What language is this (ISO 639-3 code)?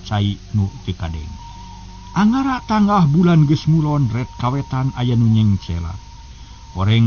sun